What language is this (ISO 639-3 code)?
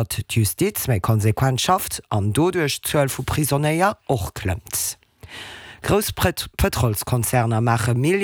ltz